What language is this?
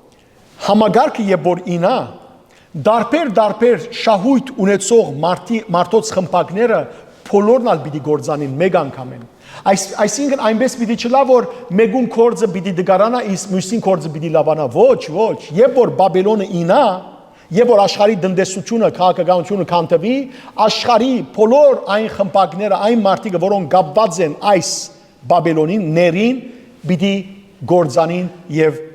Western Armenian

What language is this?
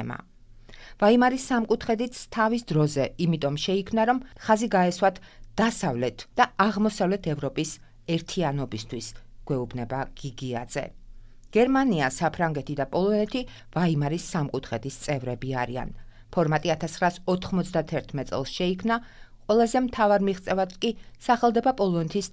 Georgian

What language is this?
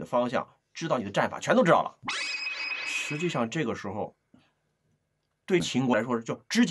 Chinese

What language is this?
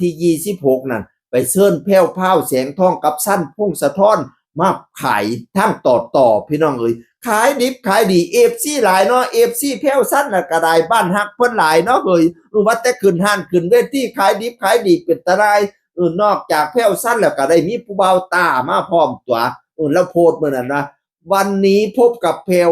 Northeastern Thai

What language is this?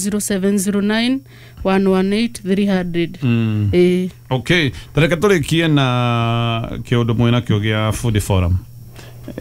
Kikuyu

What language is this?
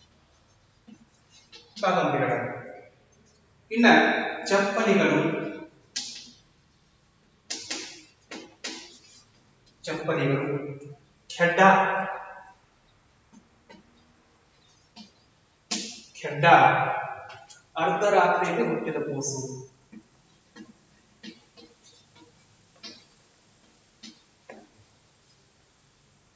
Kannada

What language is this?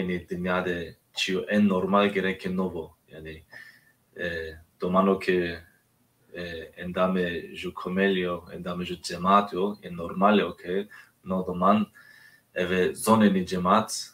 Zaza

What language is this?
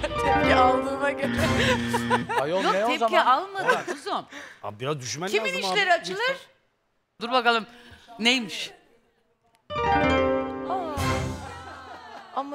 Turkish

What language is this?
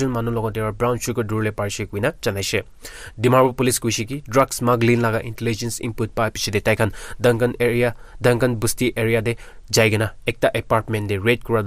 Naga Pidgin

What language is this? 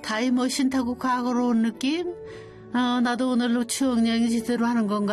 Korean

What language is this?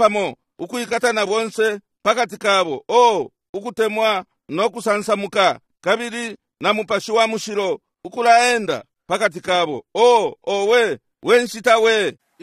Bemba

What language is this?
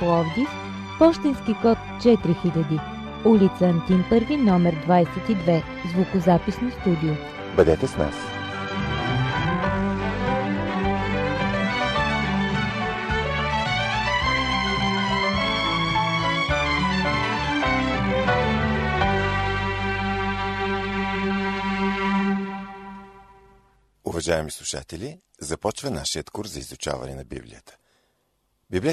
Bulgarian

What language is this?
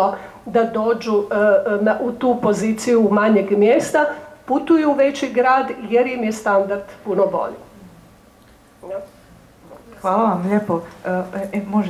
Croatian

